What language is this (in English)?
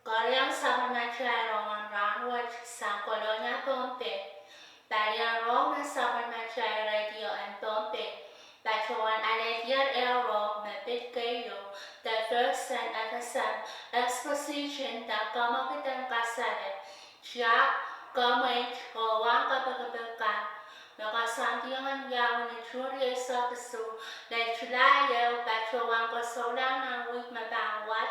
Pohnpeian